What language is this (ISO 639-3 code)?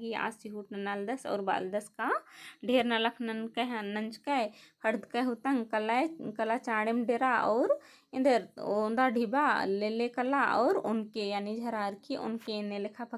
kru